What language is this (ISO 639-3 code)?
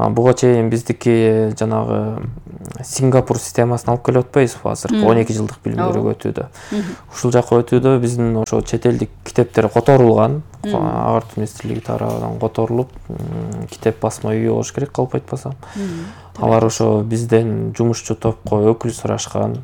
kir